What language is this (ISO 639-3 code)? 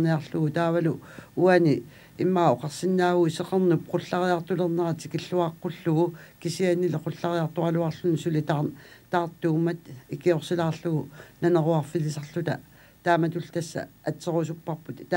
kal